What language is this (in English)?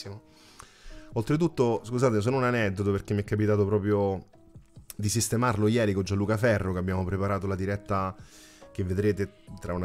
Italian